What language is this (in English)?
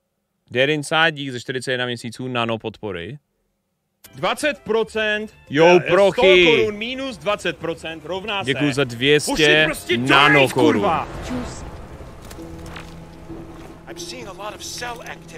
Czech